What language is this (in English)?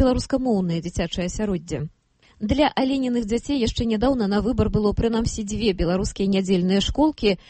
Belarusian